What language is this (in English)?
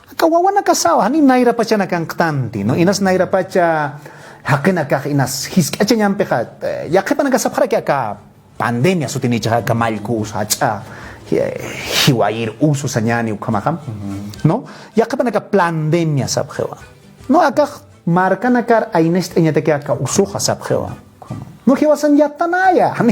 Aymara